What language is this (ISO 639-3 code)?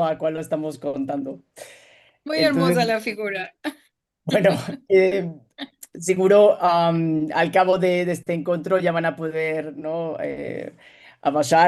lad